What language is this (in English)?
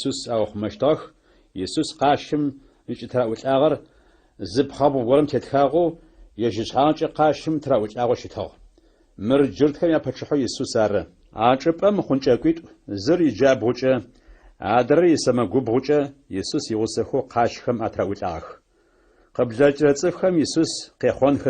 Adyghe